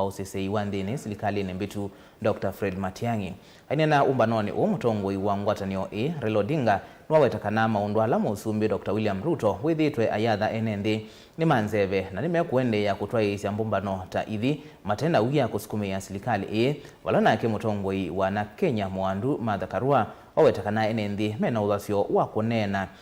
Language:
Kamba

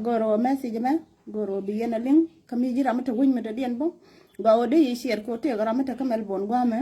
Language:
Nuer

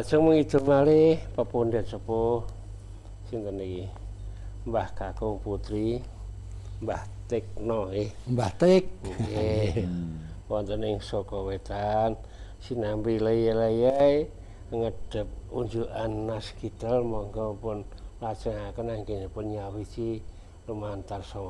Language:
Javanese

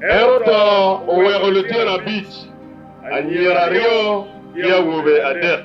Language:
Acoli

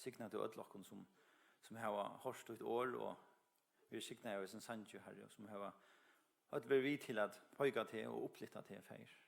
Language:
Faroese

